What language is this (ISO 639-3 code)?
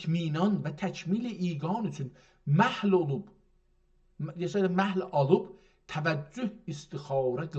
azb